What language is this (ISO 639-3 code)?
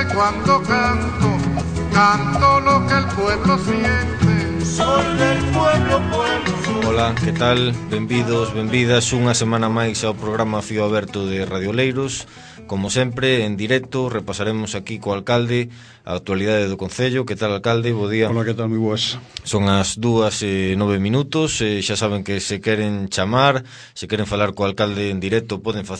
glg